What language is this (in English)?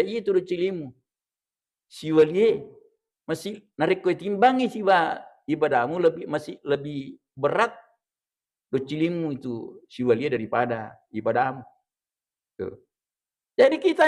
Buginese